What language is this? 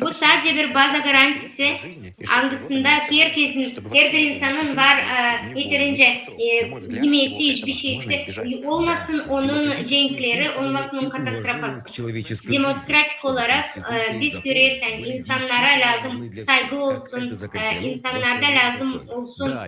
Gagauz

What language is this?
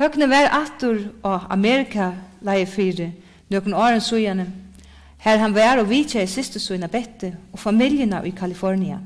Faroese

